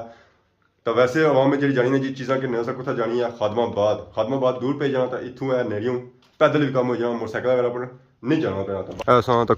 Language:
Pahari-Potwari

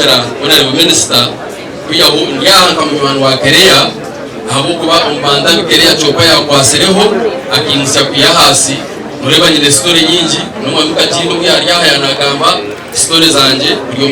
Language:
Nyankole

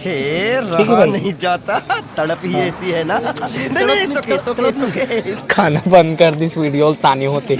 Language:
Chhattisgarhi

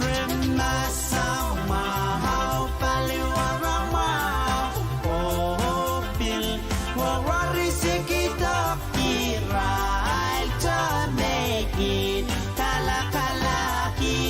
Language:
Pohnpeian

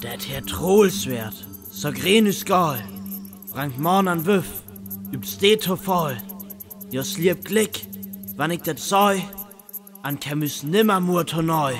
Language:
Northern Frisian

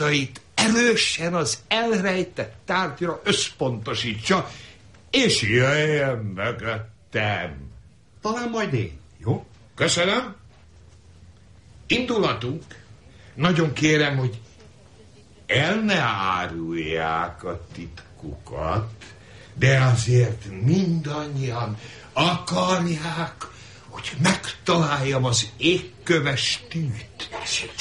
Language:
Hungarian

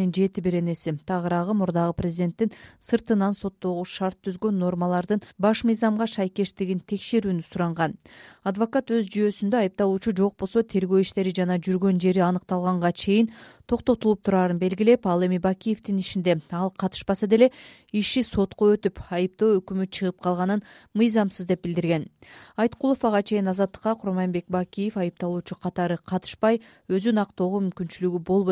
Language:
Kyrgyz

